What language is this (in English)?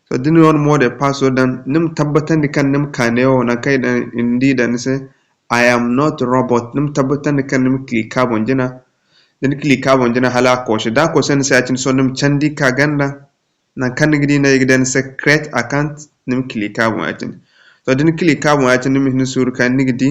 Zarma